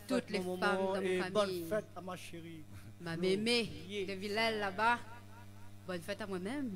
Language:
Réunion Creole French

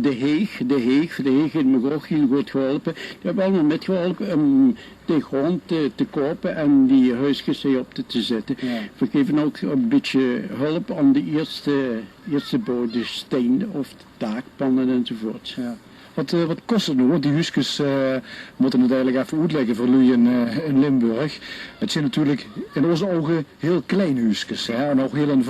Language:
Limburgish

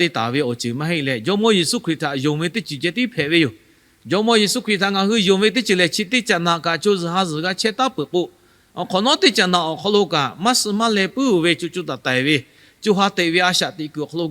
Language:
Lahu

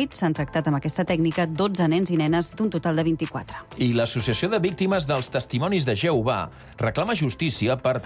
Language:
Catalan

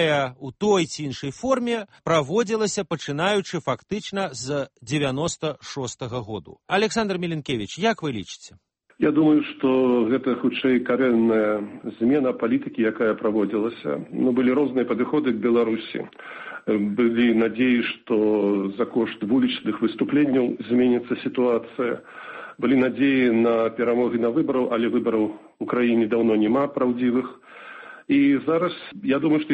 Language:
Belarusian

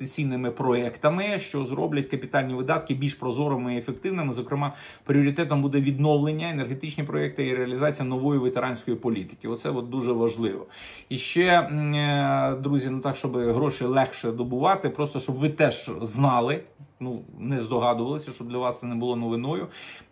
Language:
Ukrainian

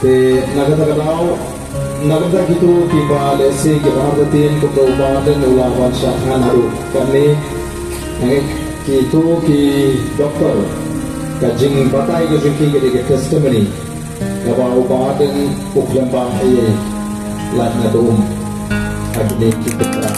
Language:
Khasi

